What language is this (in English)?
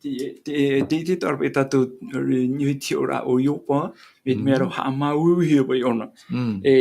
Tahitian